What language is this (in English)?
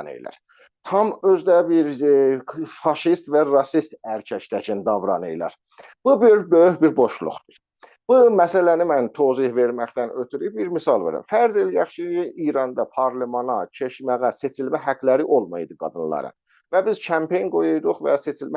South Azerbaijani